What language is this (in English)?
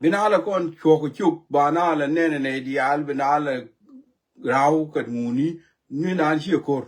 Nuer